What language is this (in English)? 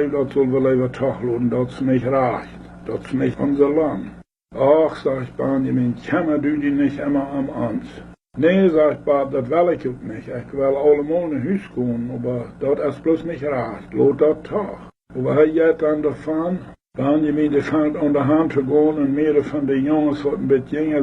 Plautdietsch